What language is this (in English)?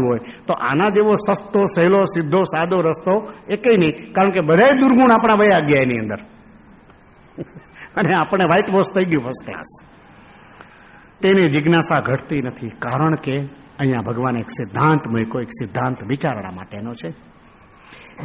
Gujarati